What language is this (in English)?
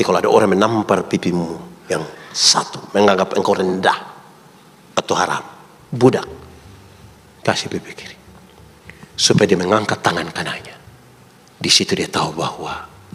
Indonesian